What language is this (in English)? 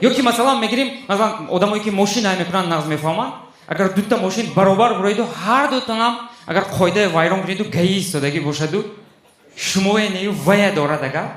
Tajik